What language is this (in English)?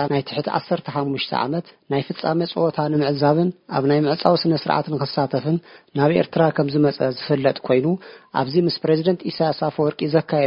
Tigrinya